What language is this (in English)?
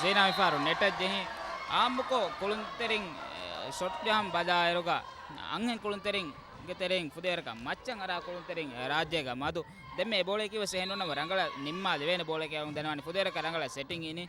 Divehi